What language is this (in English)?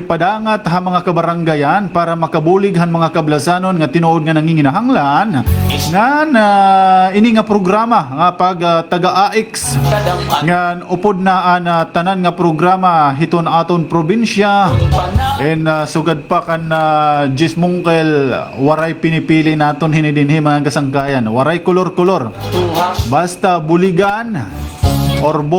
Waray